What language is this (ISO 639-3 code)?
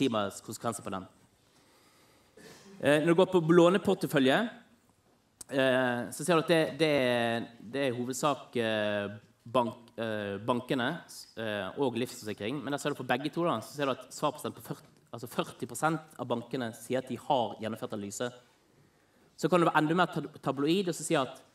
nor